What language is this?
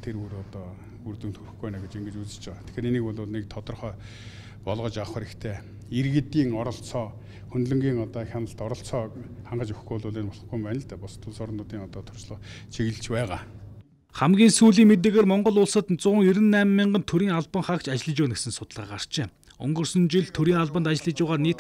Mongolian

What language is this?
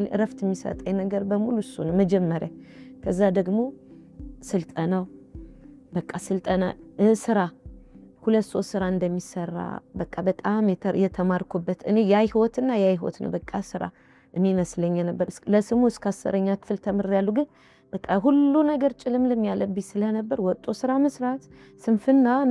Amharic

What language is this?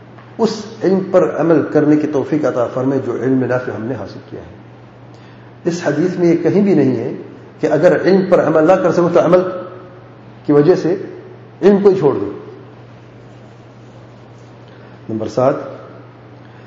Urdu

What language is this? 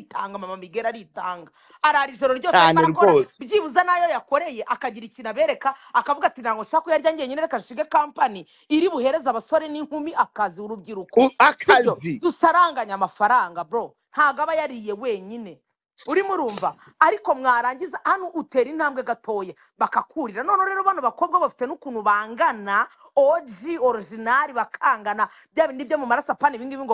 Kinyarwanda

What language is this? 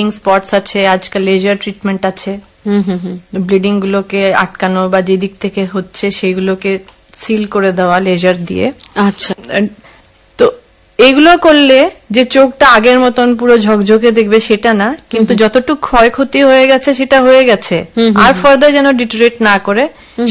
Bangla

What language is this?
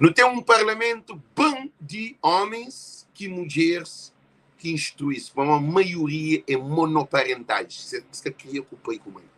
Kabuverdianu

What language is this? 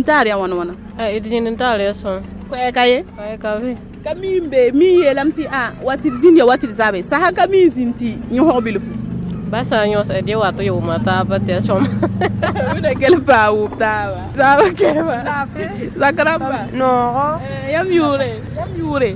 Mossi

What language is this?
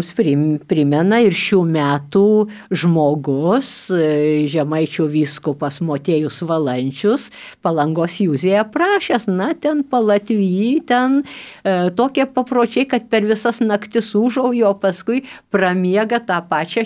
Lithuanian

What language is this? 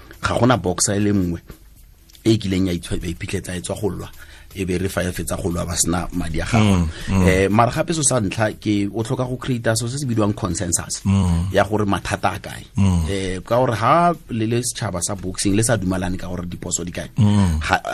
Tswana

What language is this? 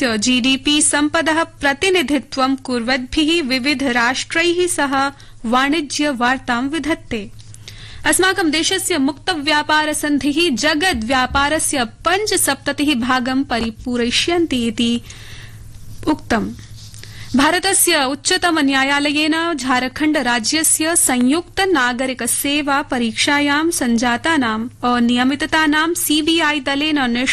Sanskrit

